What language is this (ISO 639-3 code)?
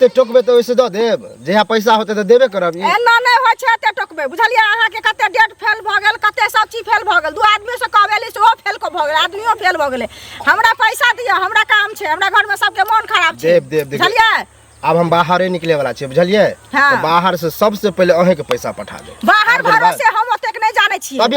mai